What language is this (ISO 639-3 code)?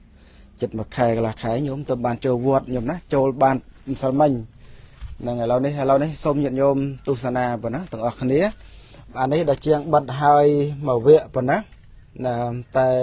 khm